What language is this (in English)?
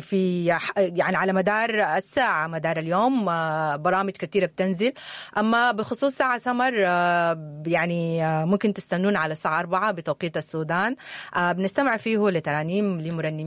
Sudanese Arabic